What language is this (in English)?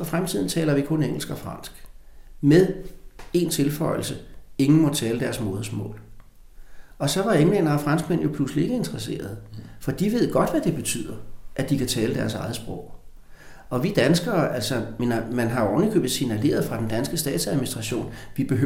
Danish